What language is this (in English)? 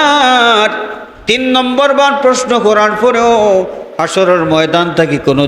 Sylheti